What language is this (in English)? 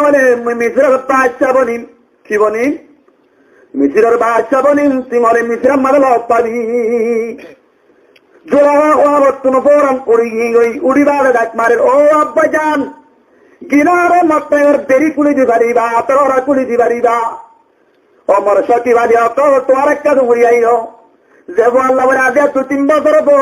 Rohingya